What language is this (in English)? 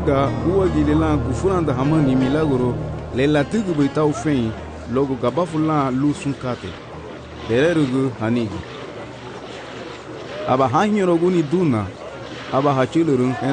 Garifuna